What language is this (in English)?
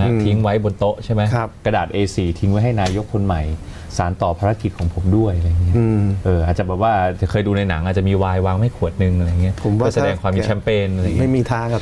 Thai